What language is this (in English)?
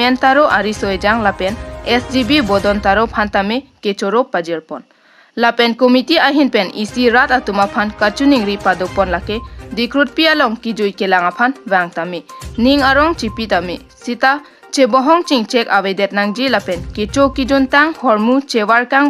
Karbi